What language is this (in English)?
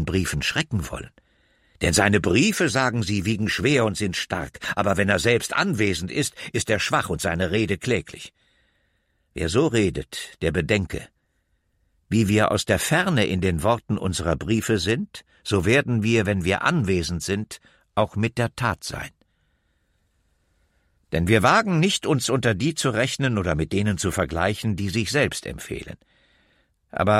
German